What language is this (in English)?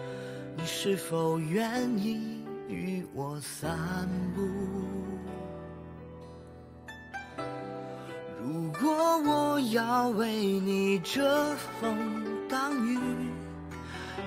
Chinese